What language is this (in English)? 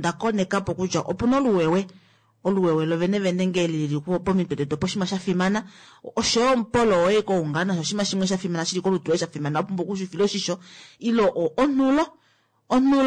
Kuanyama